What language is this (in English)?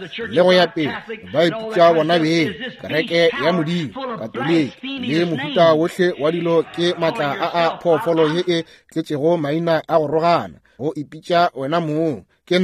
Northern Sotho